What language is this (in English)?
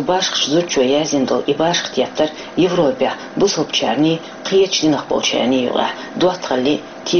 Chechen